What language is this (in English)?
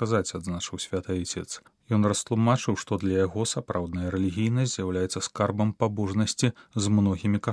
Belarusian